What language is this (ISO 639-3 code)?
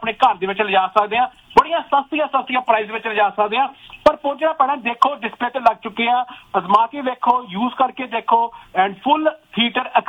pan